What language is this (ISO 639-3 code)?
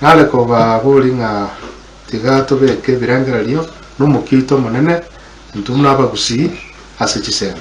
guz